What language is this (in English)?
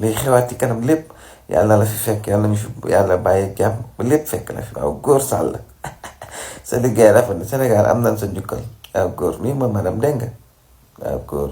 Wolof